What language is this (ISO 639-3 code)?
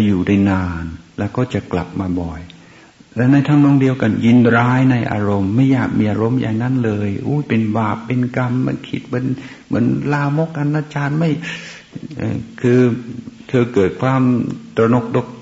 tha